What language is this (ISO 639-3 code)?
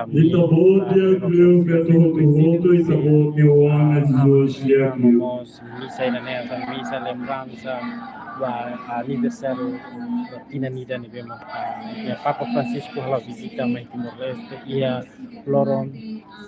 tet